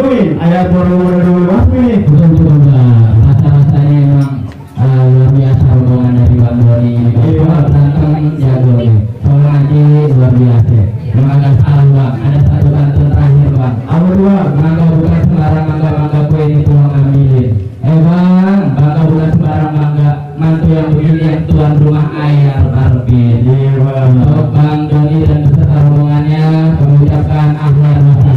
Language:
Betawi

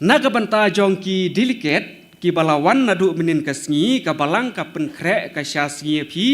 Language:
Khasi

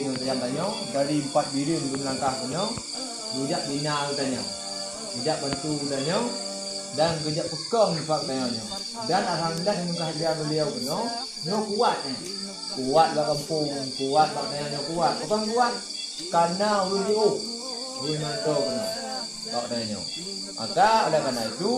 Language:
Achinese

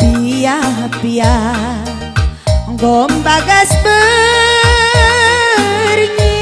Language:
Batak Karo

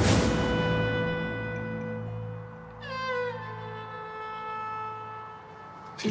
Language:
Turkish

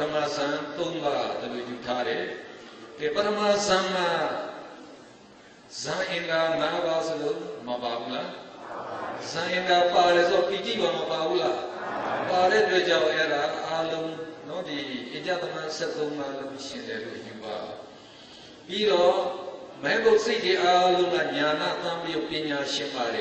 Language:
Burmese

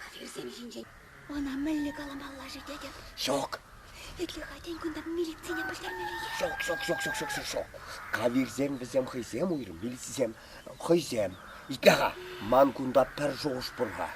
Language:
Chuvash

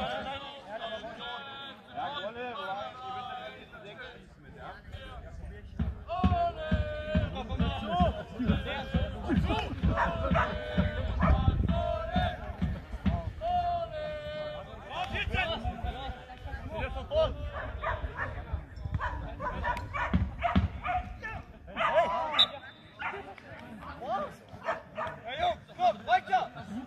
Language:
German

